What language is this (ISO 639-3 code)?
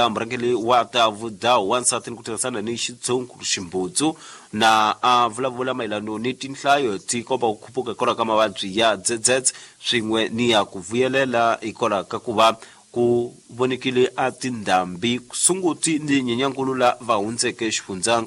tso